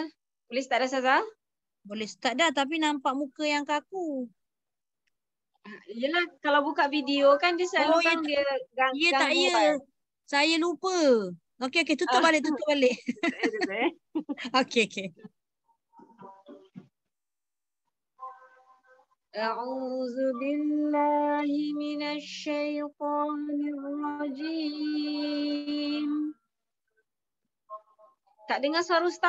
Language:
Malay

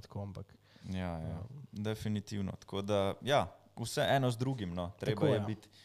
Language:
Slovenian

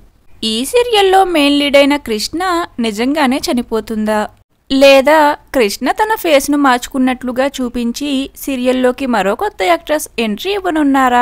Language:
Telugu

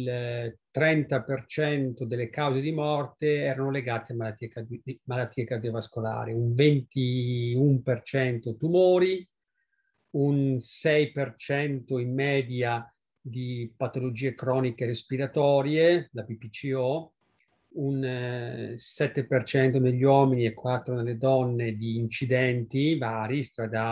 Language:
Italian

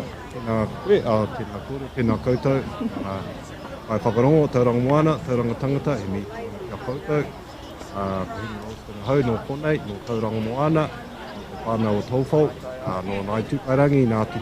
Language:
Māori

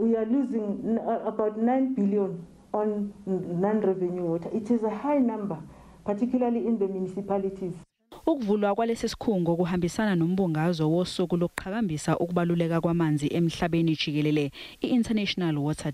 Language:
Zulu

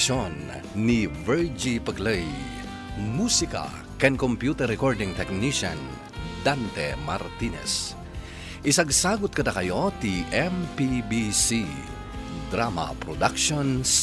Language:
Iloko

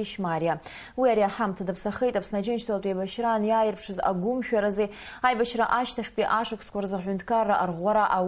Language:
Abkhazian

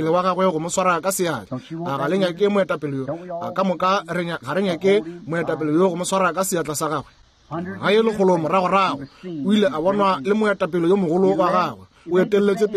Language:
Northern Sotho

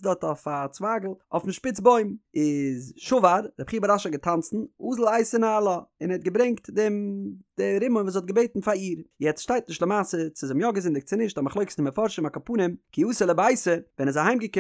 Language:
Yiddish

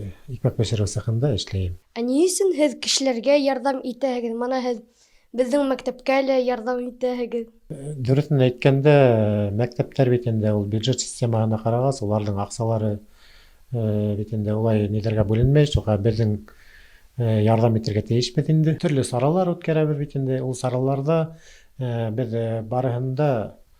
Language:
Bashkir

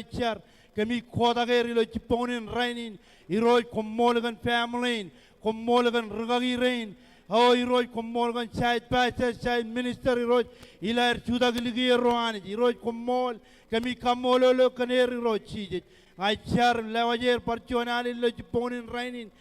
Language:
Marshallese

